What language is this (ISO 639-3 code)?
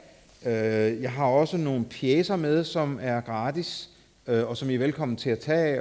dan